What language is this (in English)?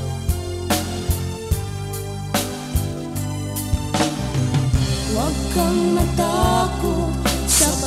Filipino